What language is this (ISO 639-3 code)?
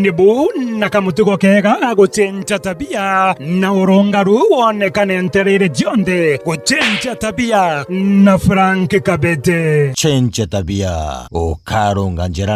mer